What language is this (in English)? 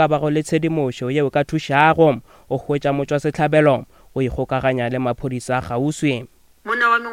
Northern Sotho